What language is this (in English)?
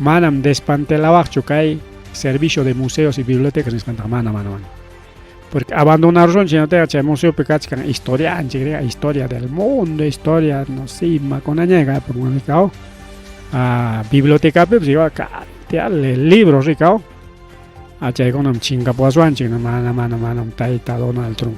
Ayacucho Quechua